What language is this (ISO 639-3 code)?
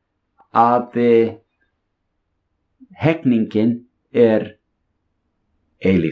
isl